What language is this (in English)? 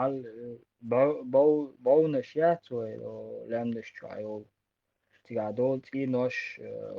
Chechen